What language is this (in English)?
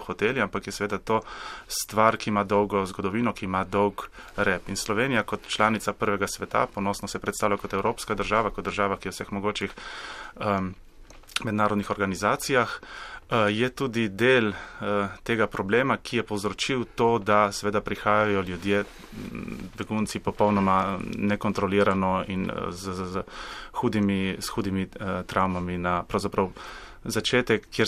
Slovenian